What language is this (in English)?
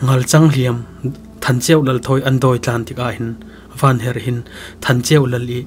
Falam Chin